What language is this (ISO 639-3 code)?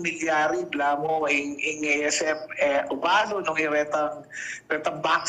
pam